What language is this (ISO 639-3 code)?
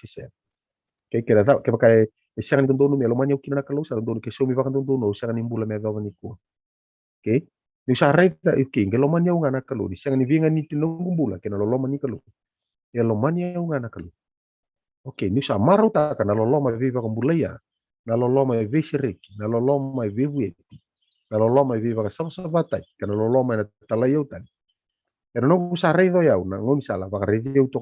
fij